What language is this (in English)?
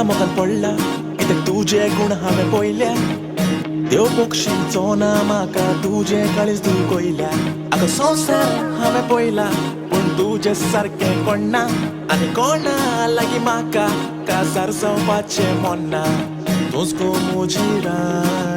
Konkani